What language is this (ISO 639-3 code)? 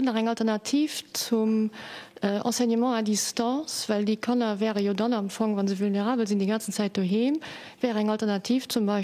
ltz